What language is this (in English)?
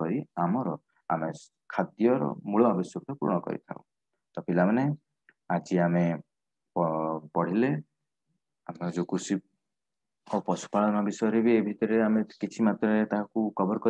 Odia